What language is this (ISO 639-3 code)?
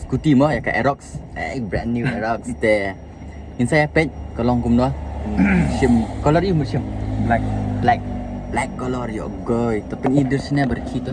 kha